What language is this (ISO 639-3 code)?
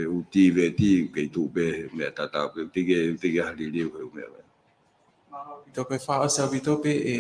ton